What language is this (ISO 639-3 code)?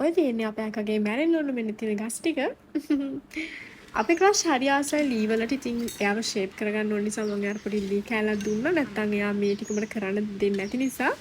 sin